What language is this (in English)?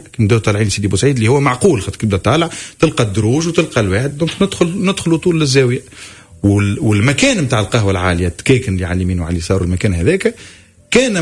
Tunisian Arabic